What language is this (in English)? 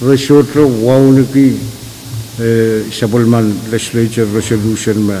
Pohnpeian